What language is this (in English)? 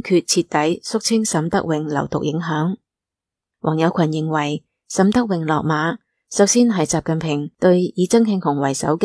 Cantonese